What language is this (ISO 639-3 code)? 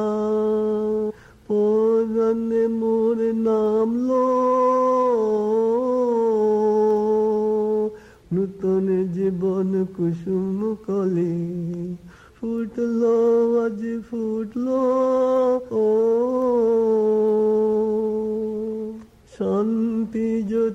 ben